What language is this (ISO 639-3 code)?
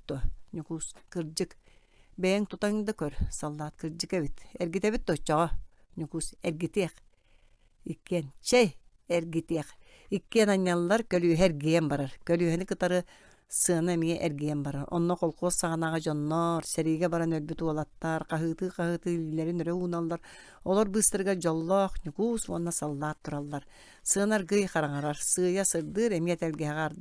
sah